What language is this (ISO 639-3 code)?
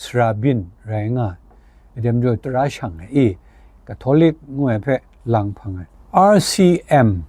kac